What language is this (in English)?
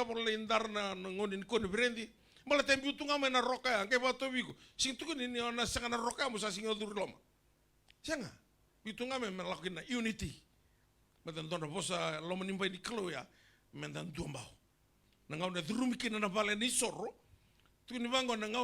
Fijian